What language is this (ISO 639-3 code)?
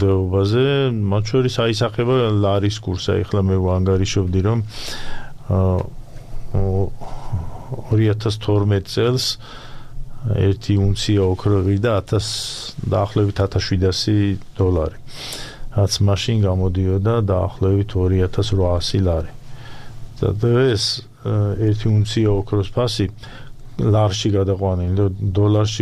kat